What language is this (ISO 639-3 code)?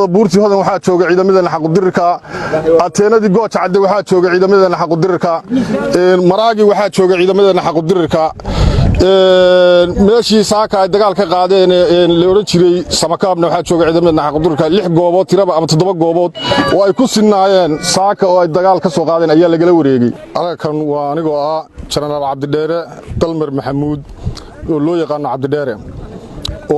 som